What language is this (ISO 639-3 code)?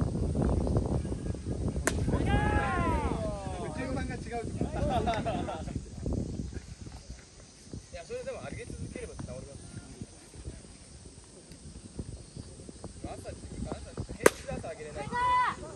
jpn